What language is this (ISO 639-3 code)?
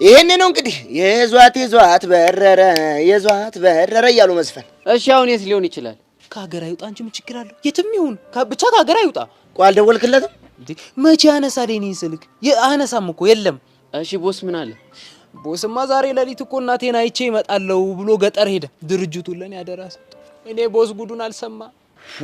amh